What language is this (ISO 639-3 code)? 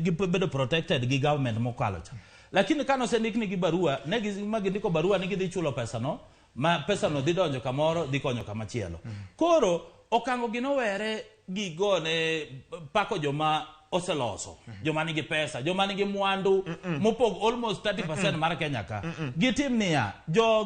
luo